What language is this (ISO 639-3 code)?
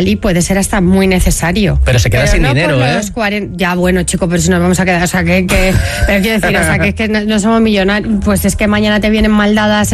spa